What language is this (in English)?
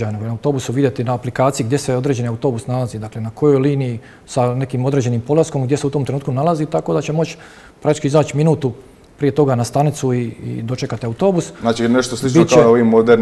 Croatian